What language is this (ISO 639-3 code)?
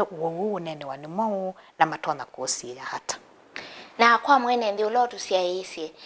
kam